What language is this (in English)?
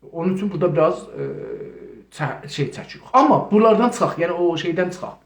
South Azerbaijani